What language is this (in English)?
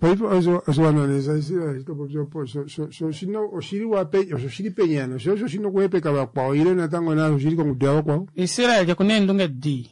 Kuanyama